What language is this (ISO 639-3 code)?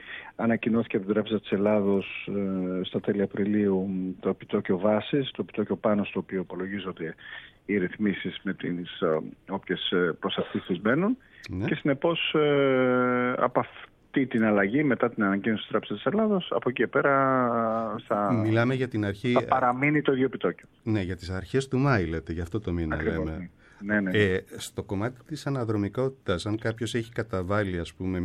ell